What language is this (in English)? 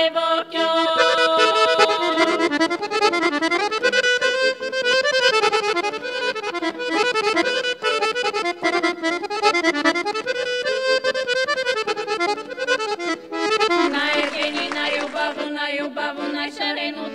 Bulgarian